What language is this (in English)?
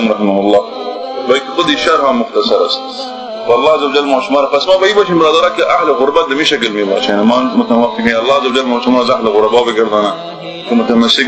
Tajik